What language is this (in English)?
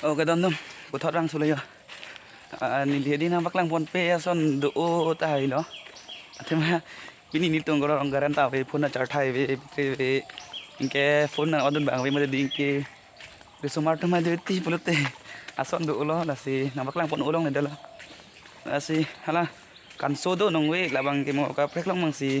Karbi